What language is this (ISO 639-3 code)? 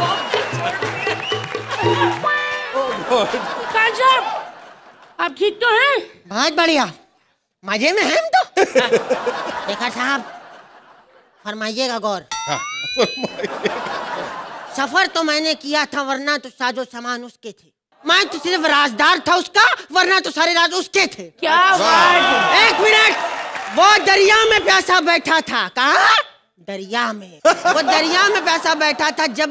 hin